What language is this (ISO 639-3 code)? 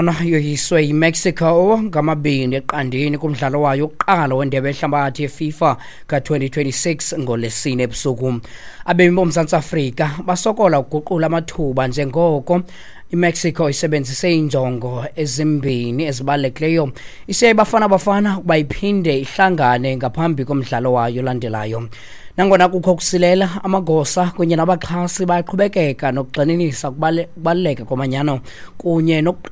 xho